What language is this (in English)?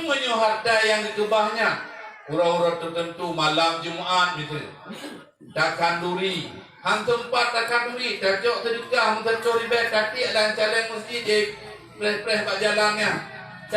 Achinese